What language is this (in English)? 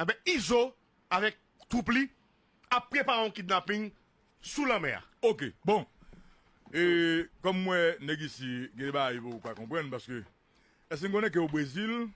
Haitian Creole